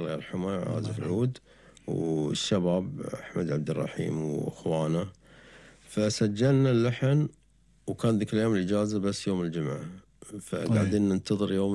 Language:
Gulf Arabic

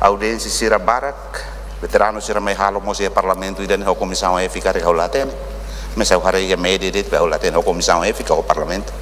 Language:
Tetum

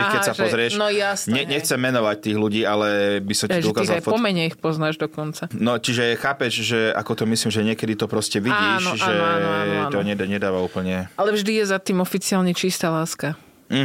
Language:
Slovak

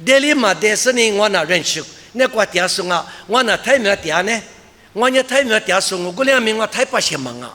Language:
Lisu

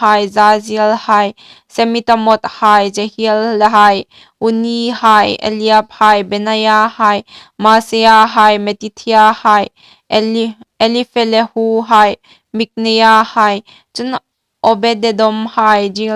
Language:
Hmar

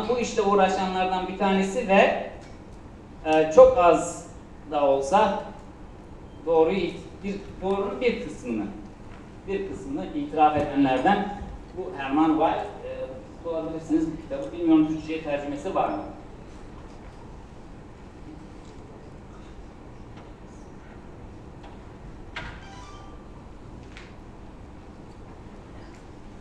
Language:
Turkish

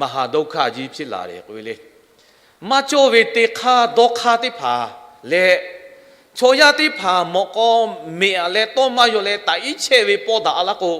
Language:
Lahu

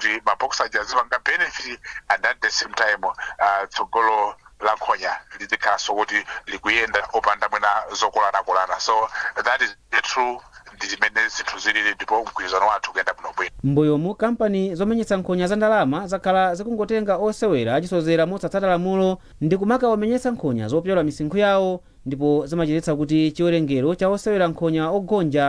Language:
Nyanja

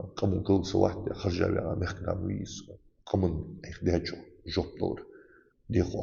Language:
Ingush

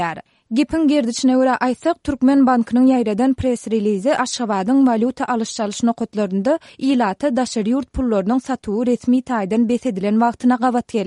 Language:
Turkmen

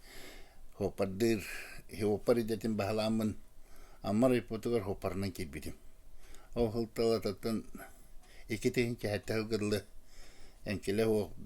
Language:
Yakut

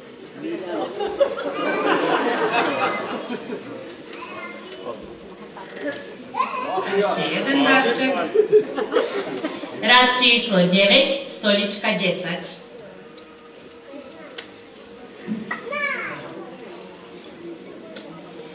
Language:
Slovak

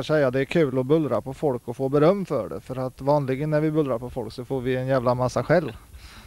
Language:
Swedish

